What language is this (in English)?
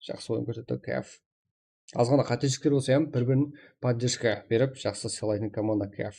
Kara-Kalpak